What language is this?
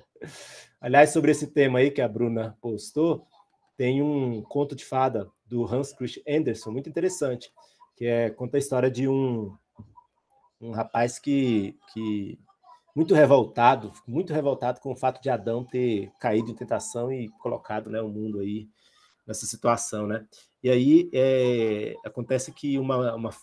Portuguese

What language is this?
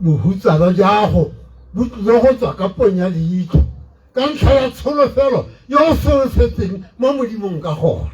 Tswana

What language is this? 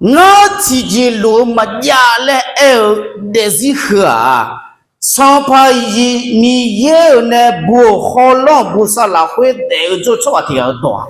Akha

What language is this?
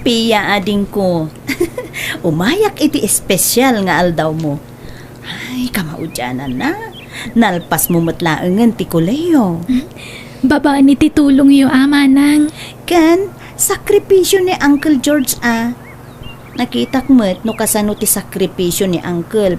Iloko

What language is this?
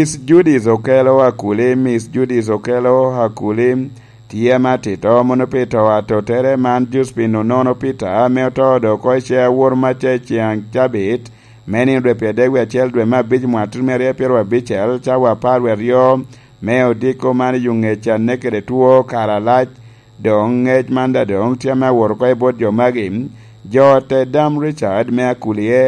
Lango (Uganda)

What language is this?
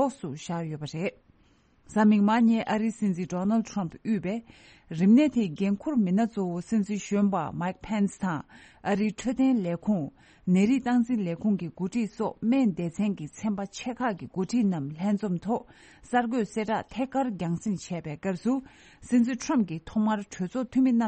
Tibetan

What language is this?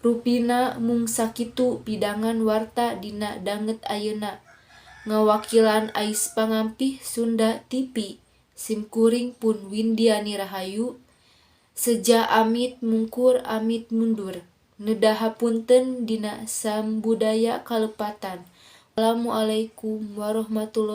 Sundanese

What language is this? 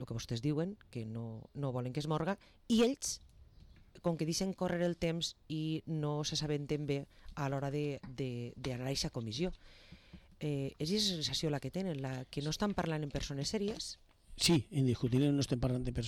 Catalan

